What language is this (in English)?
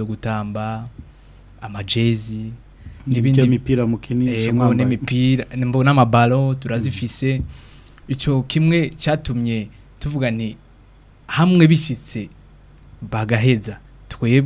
Rundi